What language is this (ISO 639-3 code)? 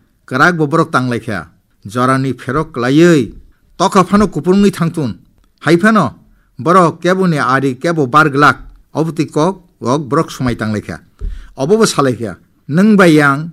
trp